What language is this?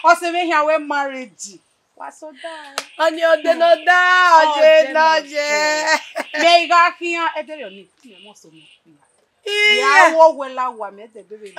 Bini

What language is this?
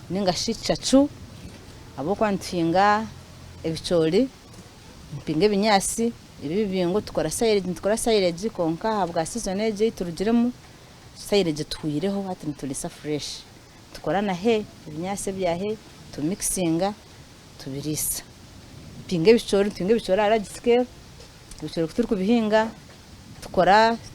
Nyankole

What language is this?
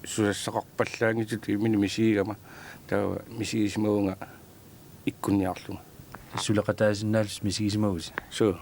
Kalaallisut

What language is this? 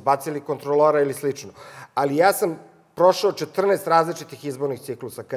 Serbian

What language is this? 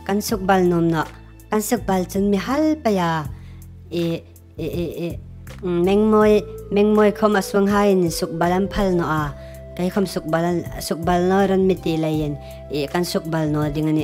Hmar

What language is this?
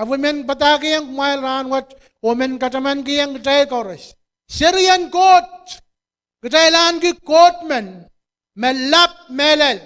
Pohnpeian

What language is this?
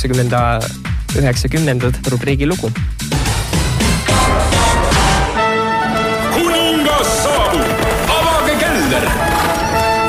Estonian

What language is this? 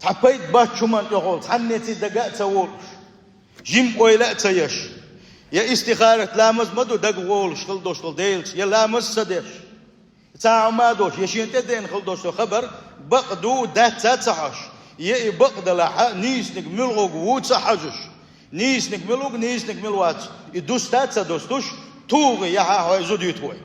Chechen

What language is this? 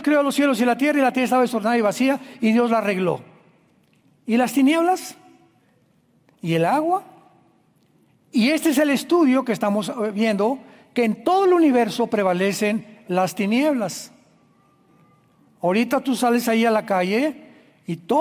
Spanish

